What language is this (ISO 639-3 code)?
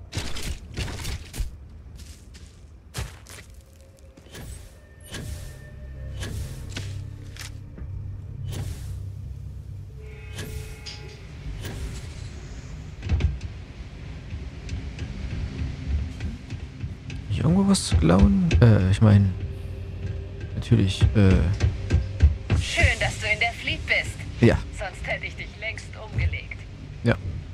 deu